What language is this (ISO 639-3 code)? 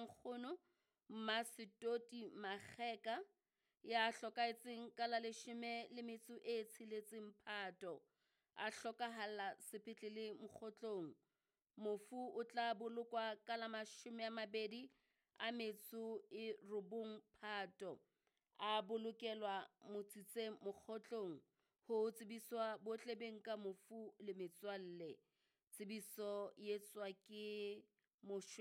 sot